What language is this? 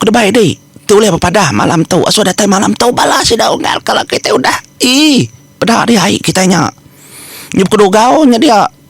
Iban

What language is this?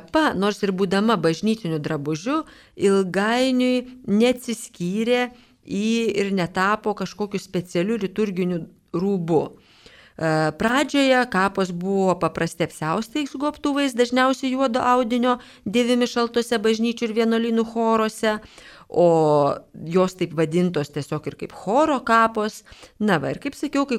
Lithuanian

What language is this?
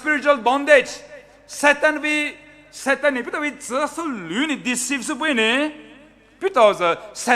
Poumei Naga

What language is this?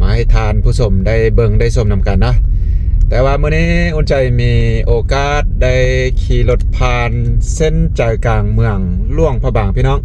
Lao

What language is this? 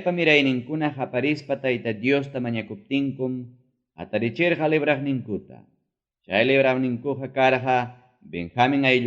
Ayacucho Quechua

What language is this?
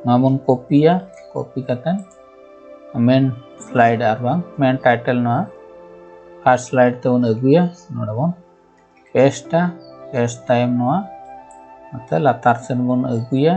Santali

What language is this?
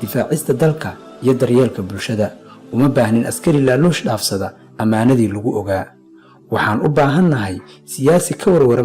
Somali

